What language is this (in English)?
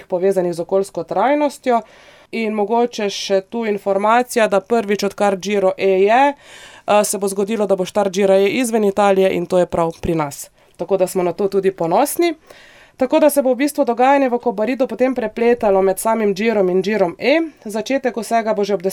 Slovenian